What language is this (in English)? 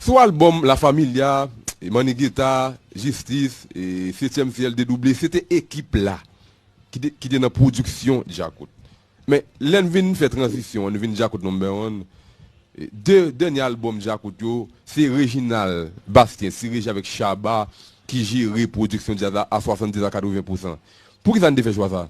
Haitian Creole